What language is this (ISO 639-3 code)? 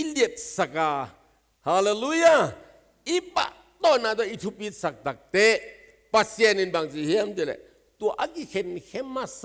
ctd